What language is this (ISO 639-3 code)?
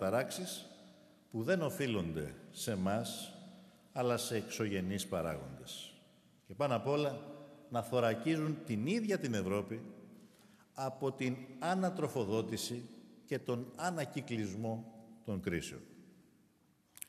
ell